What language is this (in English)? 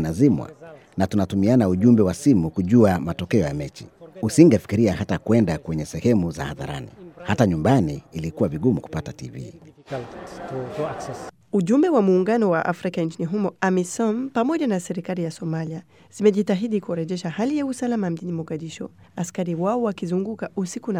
Swahili